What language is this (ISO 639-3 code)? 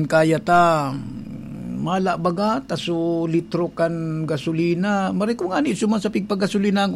bik